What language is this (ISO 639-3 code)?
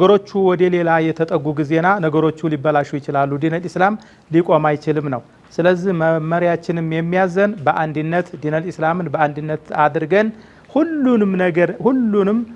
amh